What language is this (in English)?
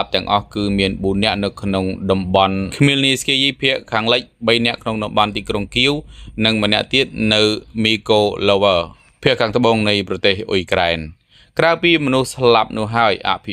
Khmer